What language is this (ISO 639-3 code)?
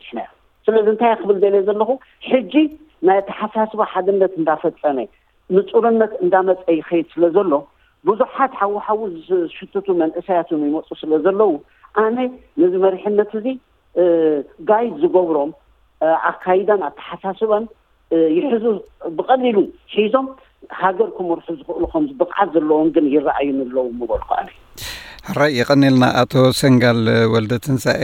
tir